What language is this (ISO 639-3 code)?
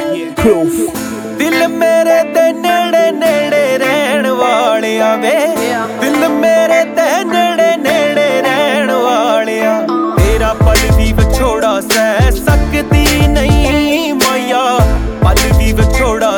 pan